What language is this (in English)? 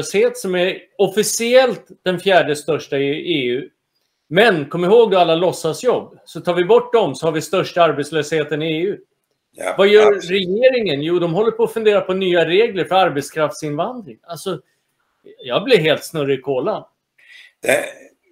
Swedish